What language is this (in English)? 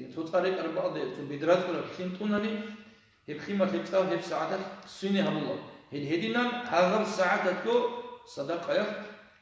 Avaric